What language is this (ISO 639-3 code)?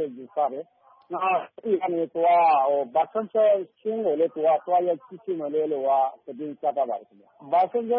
mya